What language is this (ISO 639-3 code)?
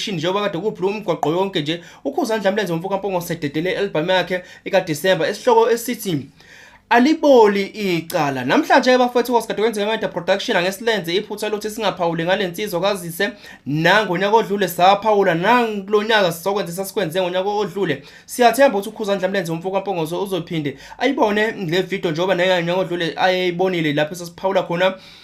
zul